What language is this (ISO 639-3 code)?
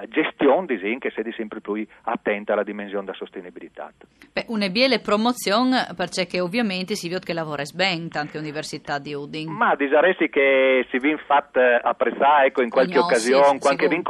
fur